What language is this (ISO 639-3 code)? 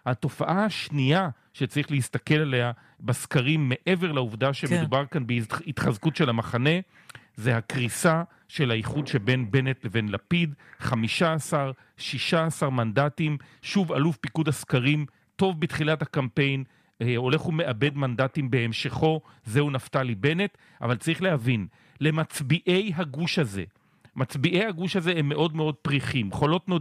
heb